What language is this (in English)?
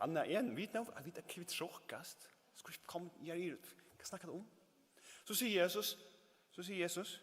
Faroese